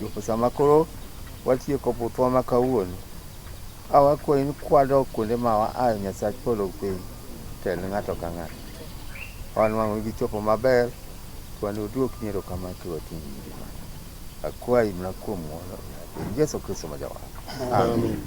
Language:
Luo (Kenya and Tanzania)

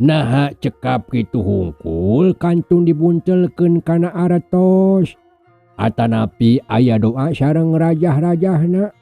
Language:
Sundanese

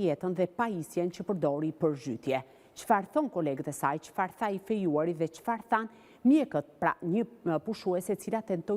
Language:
Albanian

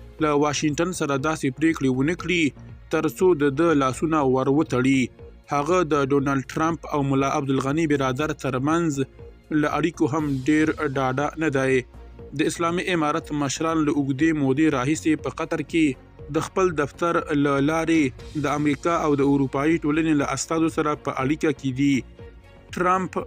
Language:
Pashto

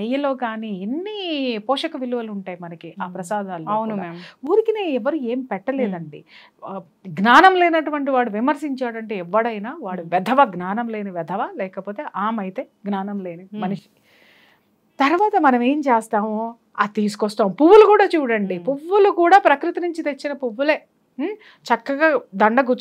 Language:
Telugu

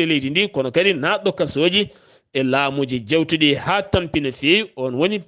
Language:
Fula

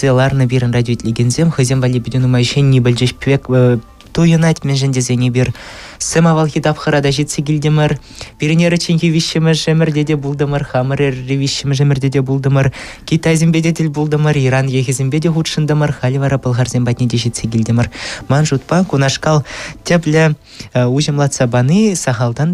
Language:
Chuvash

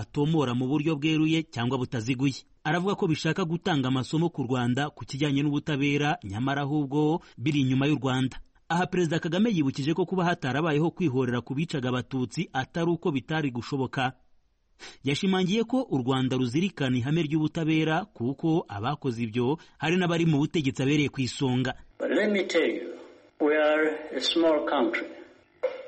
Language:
Kinyarwanda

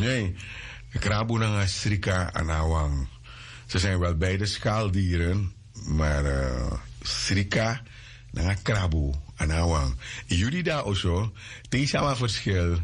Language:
Sranan Tongo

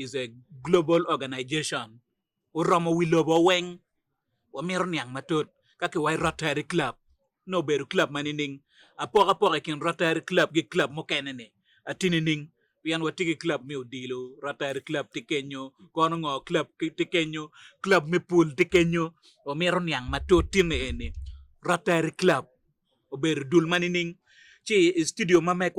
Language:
Acoli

